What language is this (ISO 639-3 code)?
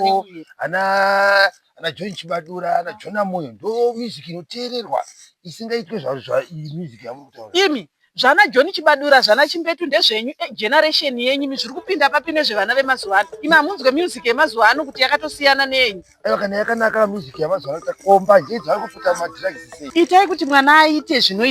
sna